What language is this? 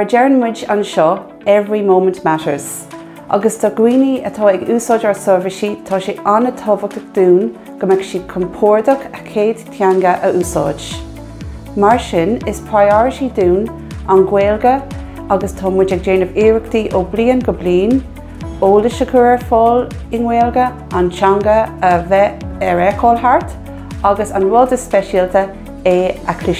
Irish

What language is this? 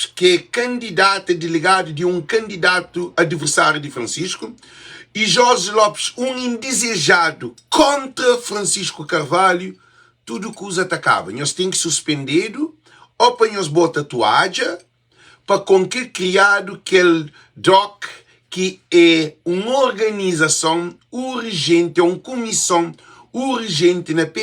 Kabuverdianu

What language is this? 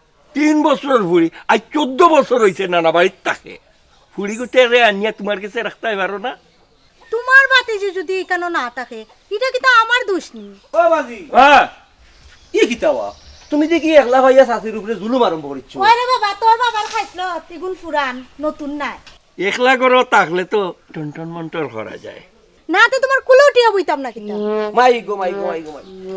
Sylheti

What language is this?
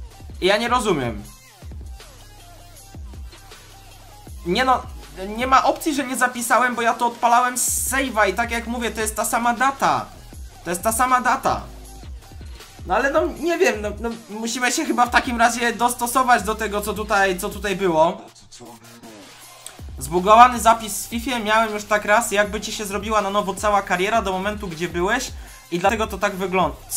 Polish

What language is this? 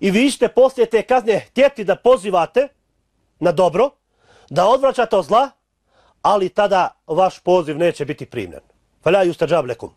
Bosnian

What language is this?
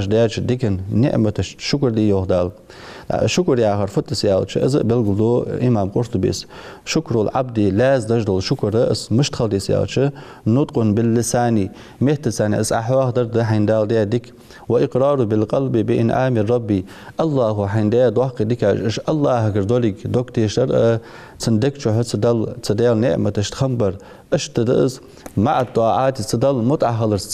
Ingush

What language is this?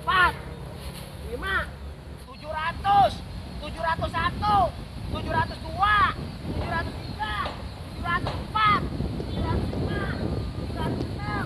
Betawi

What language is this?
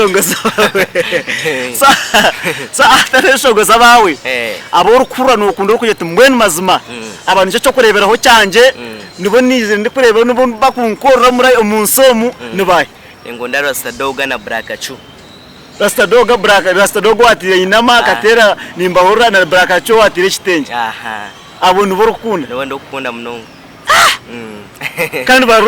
Nyankole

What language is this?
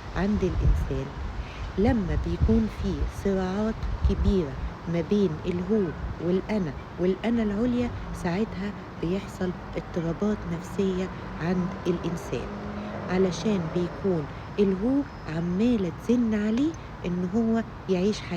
Egyptian Arabic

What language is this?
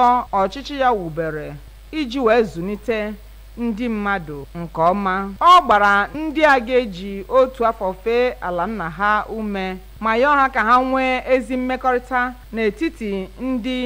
Igbo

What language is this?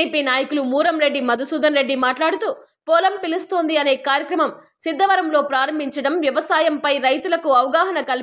Telugu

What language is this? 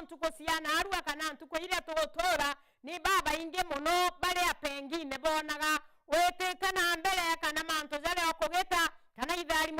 Meru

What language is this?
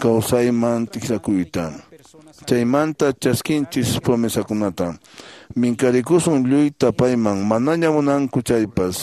Quechua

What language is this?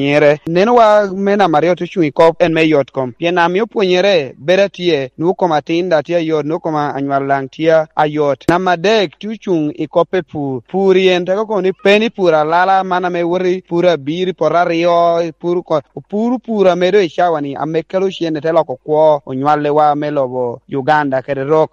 Lango (Uganda)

